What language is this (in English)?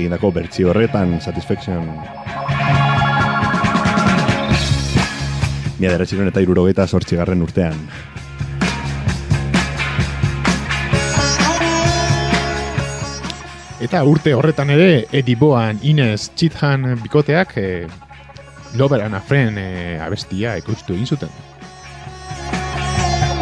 Basque